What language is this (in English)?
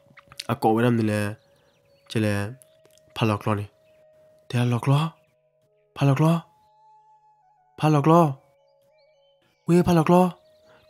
S'gaw Karen